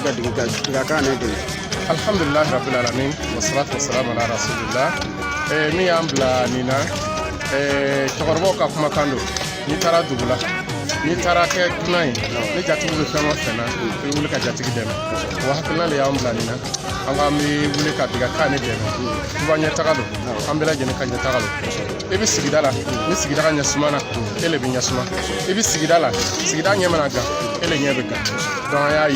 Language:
Bambara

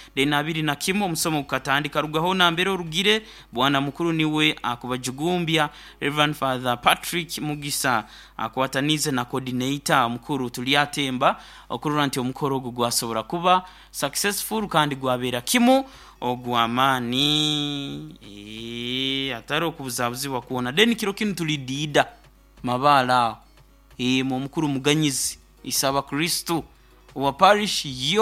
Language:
Nyoro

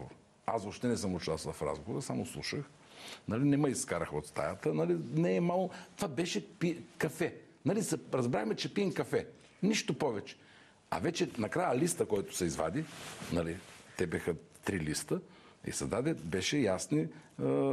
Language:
Bulgarian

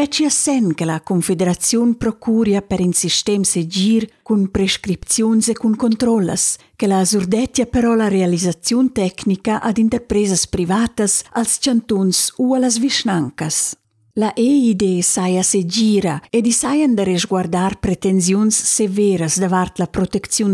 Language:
Romansh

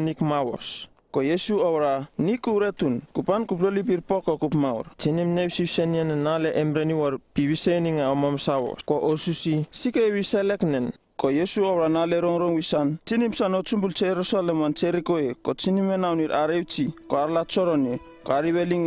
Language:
Uripiv-Wala-Rano-Atchin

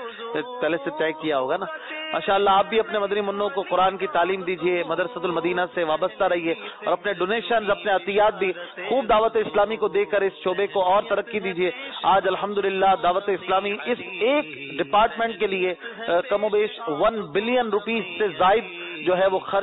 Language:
Urdu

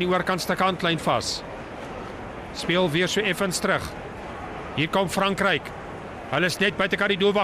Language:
Afrikaans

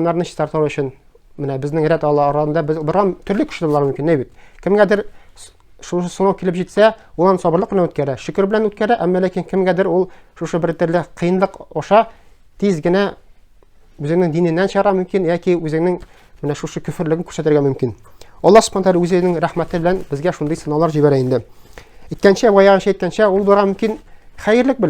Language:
Tatar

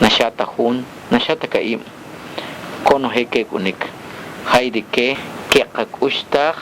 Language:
Achi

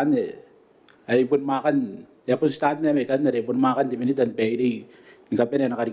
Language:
Gilbertese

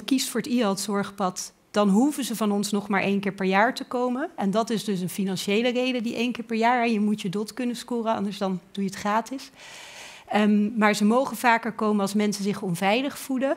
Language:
Dutch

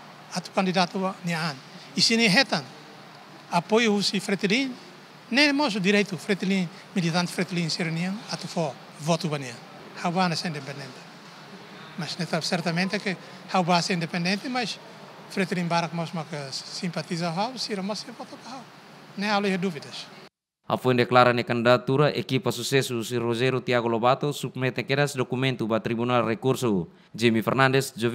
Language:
Tetum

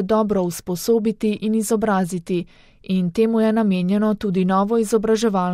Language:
Slovenian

